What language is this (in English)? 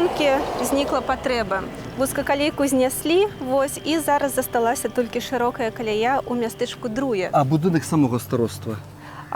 Belarusian